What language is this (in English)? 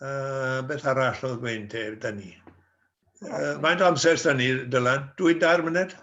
Welsh